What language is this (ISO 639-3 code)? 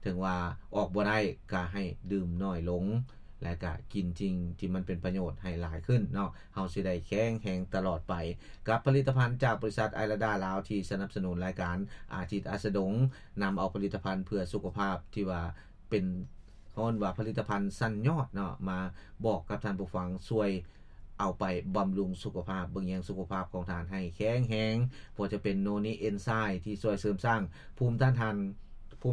lao